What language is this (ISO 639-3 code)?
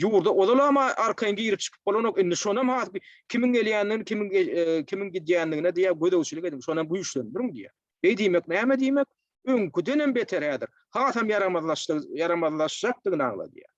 tuk